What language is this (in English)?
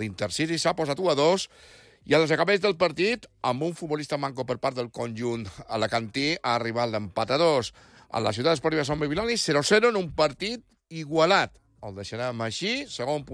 Catalan